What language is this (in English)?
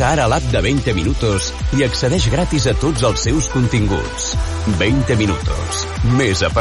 Catalan